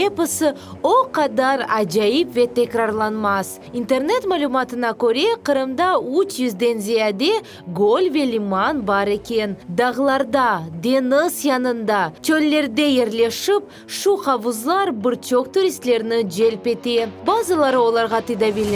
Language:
Crimean Tatar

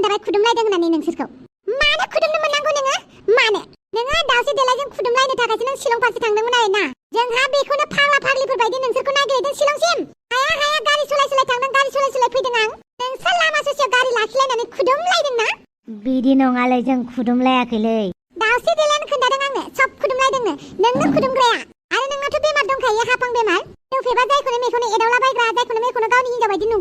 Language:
Bodo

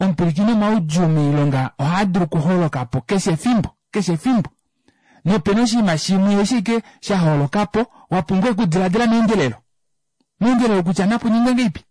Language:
Kuanyama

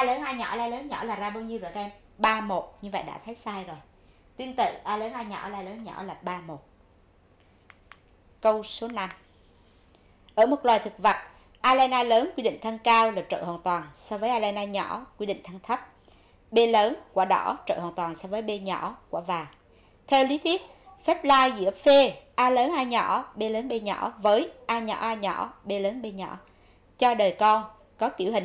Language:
Vietnamese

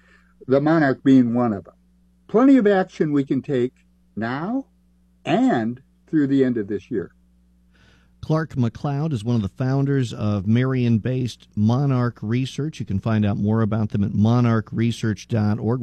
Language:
English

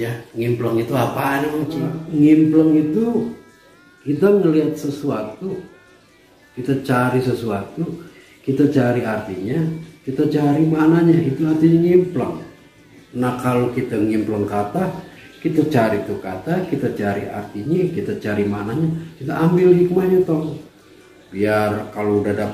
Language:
Betawi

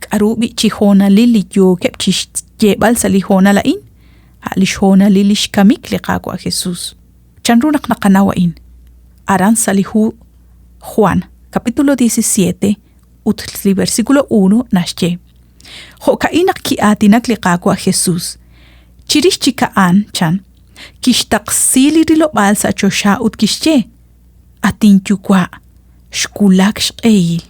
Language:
Kekchí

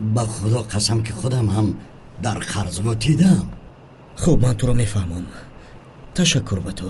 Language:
Tajik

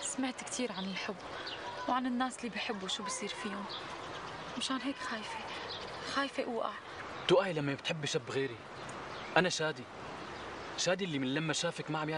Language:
North Levantine Arabic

